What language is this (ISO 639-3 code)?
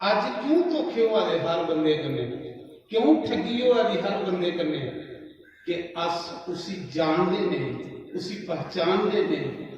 doi